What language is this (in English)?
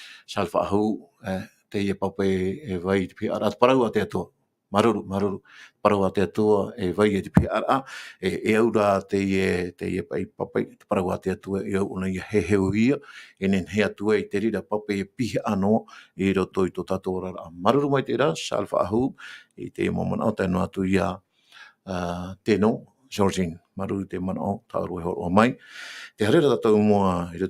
Tahitian